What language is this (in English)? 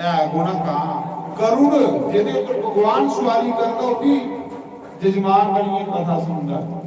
Dogri